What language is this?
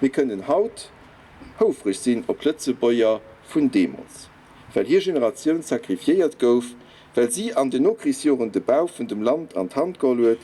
Luxembourgish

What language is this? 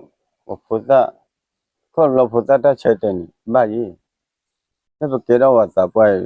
S'gaw Karen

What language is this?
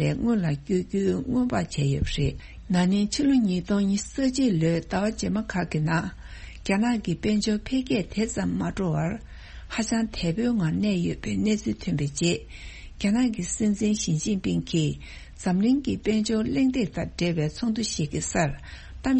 Tibetan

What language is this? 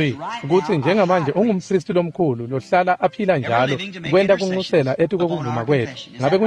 Swati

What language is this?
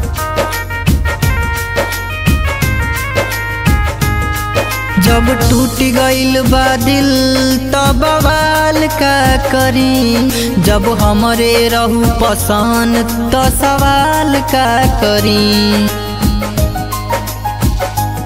Bhojpuri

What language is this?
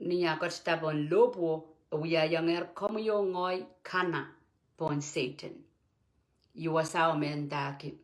Pohnpeian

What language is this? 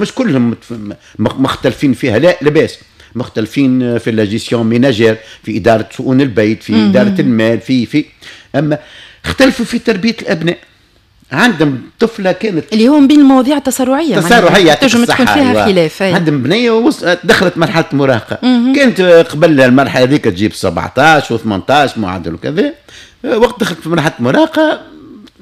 Tunisian Arabic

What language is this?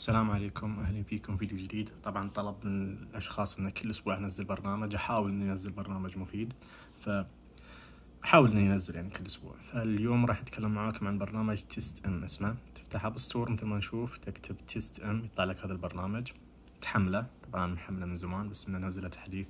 Najdi Arabic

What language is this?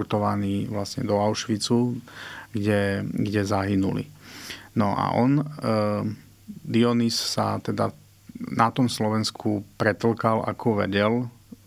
Slovak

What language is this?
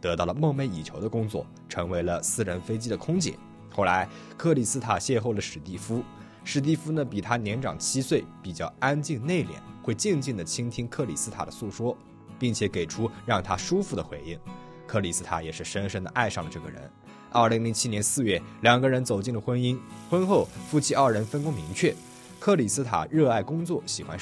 Chinese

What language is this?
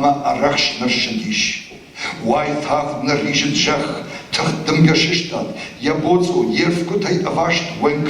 Ossetic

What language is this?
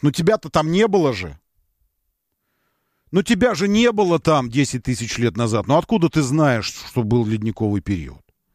Russian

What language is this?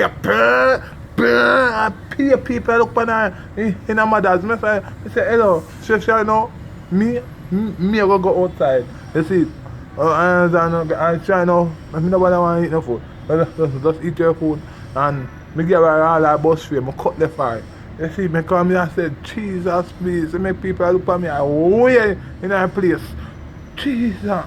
Jamaican Creole English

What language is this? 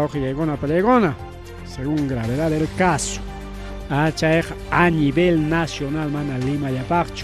Ayacucho Quechua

